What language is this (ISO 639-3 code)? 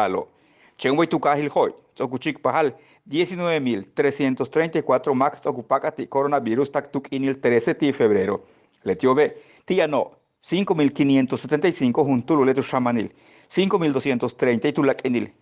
yua